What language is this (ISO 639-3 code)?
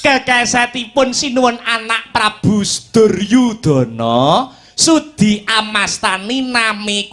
jav